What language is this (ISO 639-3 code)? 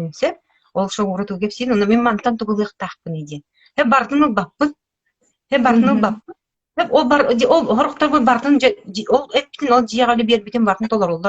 sah